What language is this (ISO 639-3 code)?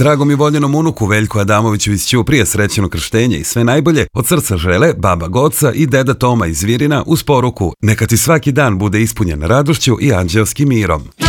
srp